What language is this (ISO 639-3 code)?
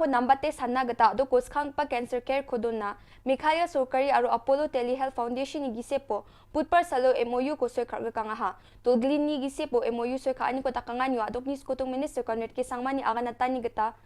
grt